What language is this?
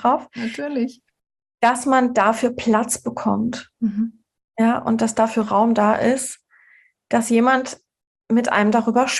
German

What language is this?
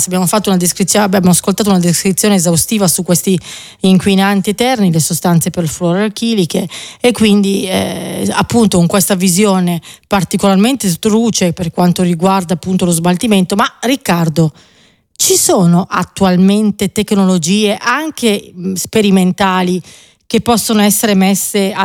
Italian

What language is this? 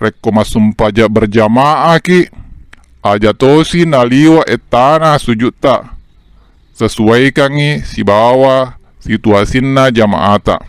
Buginese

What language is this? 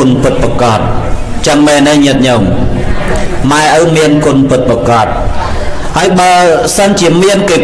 Khmer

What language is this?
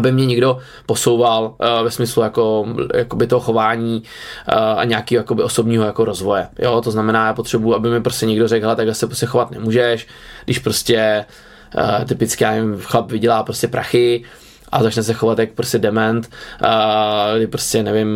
Czech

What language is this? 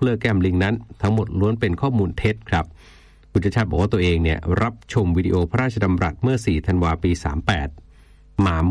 Thai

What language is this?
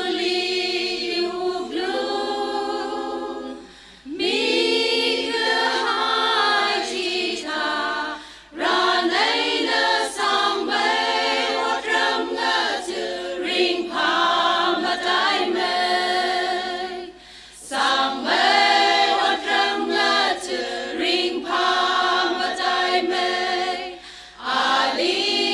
Tangkhul Naga (India)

